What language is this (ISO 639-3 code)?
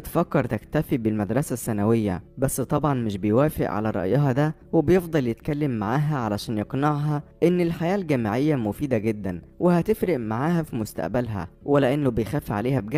arz